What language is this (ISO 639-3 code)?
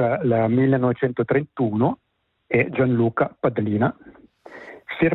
ita